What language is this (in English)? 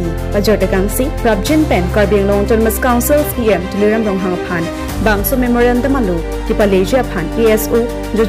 Karbi